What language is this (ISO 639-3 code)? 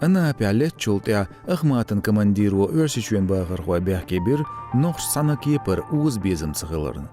che